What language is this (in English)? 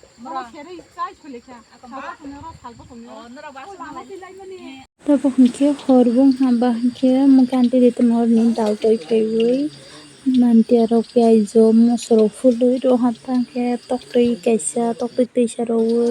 Kok Borok